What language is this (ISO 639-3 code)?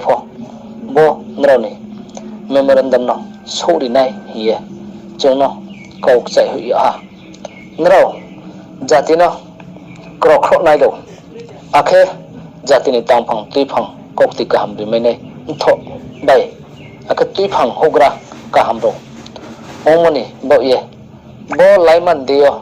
ria